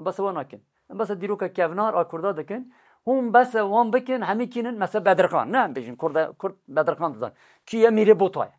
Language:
Kurdish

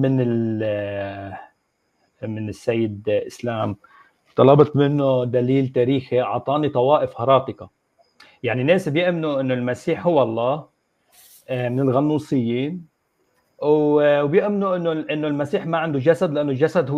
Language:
Egyptian Arabic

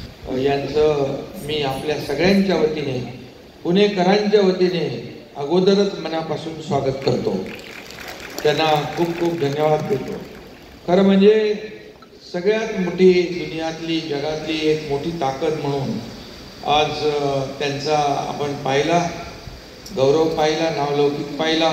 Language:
Marathi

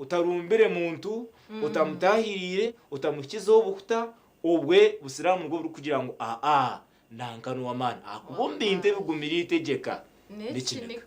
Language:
Nyankole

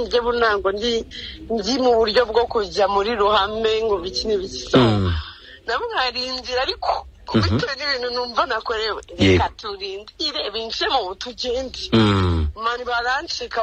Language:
Kinyarwanda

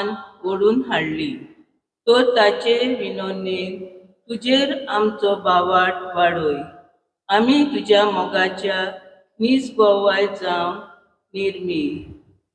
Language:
Konkani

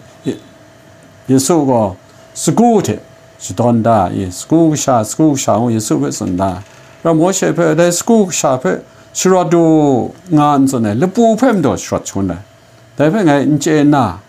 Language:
Kachin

